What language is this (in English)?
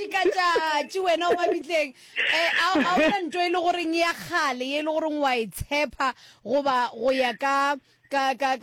Northern Sotho